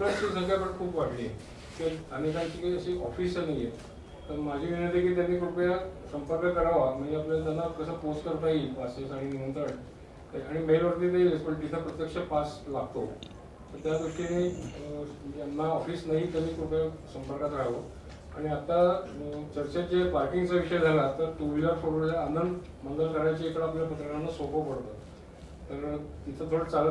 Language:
Marathi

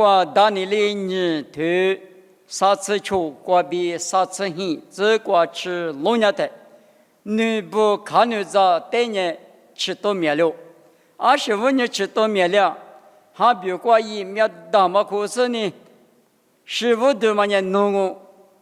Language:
Lisu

